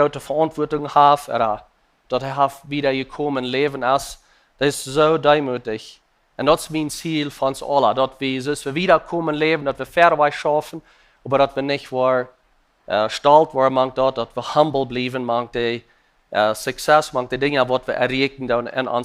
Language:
Plautdietsch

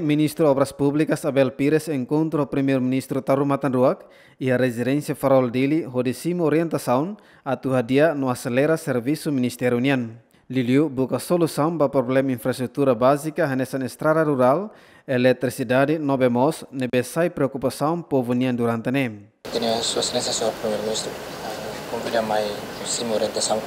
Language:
Tetum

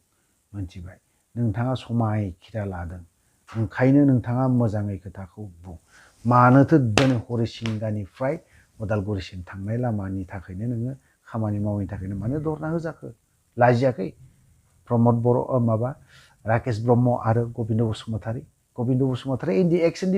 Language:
Bodo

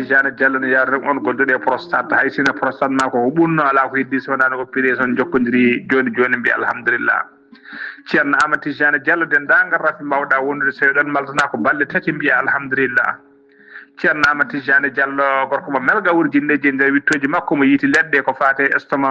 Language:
Fula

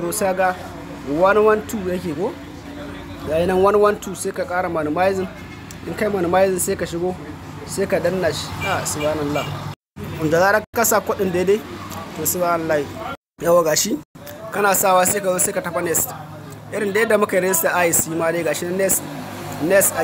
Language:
Hausa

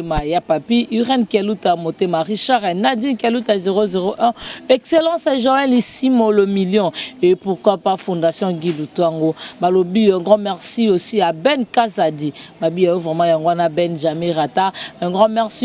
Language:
Lingala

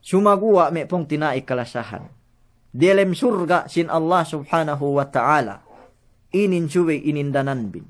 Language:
Yakan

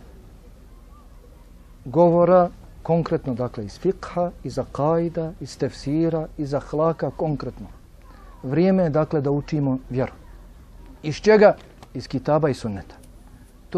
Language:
Bosnian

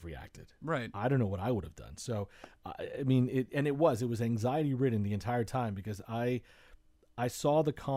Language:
English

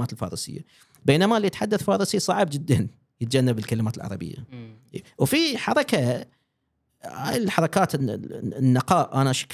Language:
Gulf Arabic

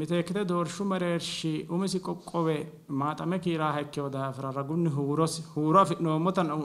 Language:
Sidamo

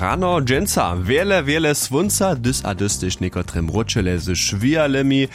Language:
Upper Sorbian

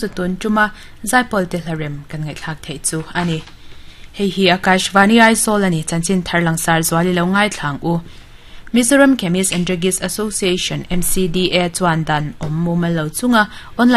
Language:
Mizo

